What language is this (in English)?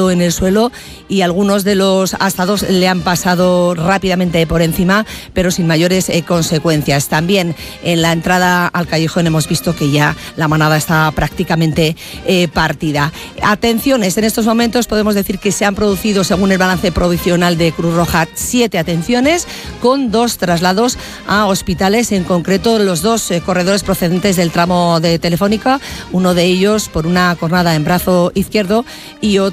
Spanish